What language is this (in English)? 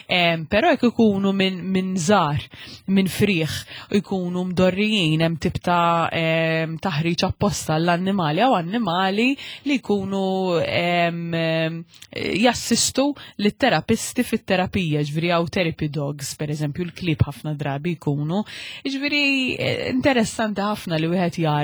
Maltese